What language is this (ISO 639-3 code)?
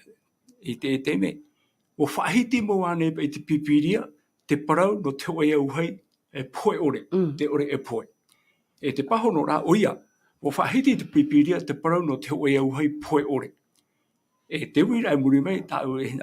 tah